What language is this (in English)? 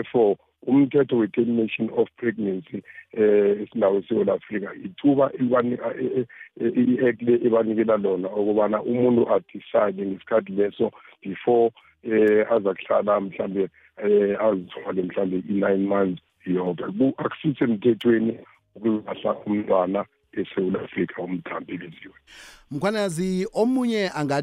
South Ndebele